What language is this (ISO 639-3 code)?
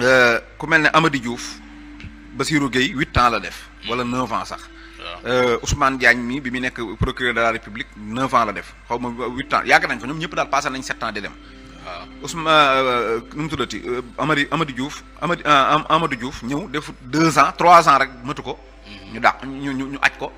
wol